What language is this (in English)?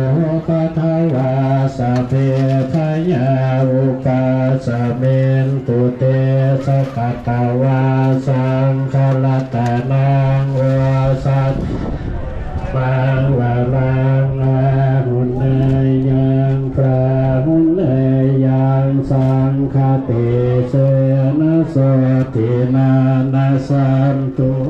Pali